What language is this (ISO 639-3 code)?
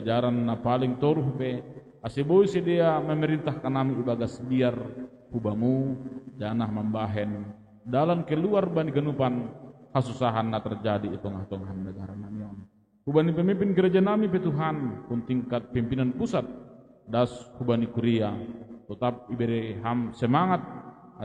bts